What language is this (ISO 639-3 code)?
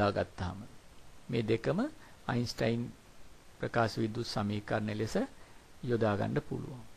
sin